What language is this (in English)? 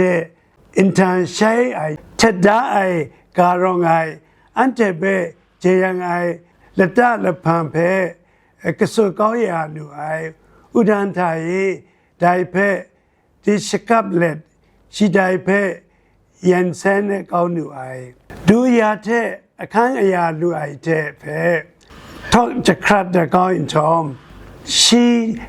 Kachin